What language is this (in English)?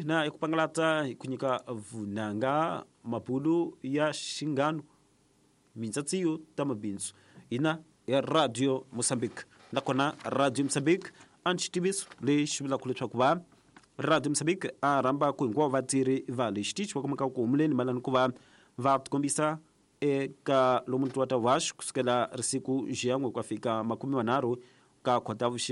Tsonga